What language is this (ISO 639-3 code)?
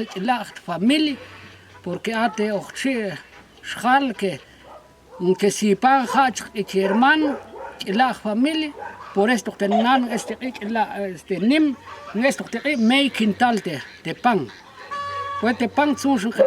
ttc